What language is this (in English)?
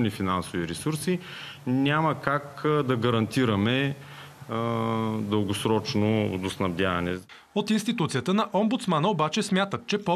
Bulgarian